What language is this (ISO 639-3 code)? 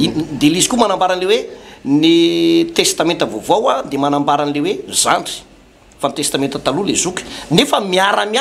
mlg